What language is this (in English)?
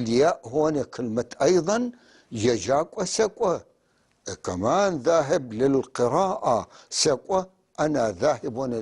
North Levantine Arabic